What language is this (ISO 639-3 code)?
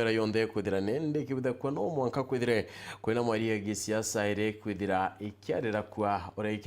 mer